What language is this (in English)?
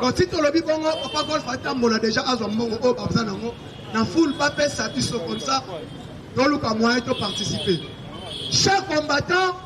Lingala